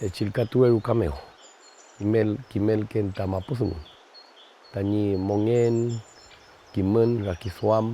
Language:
Mapuche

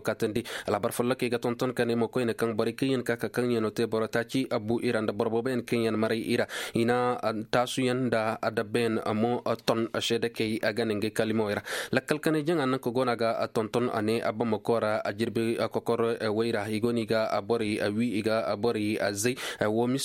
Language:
Koyraboro Senni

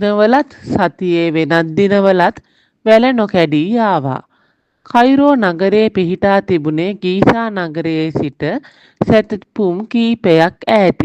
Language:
Sinhala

